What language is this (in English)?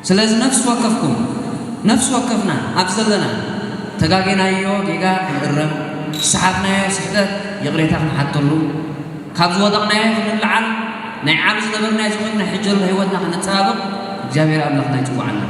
Tigrinya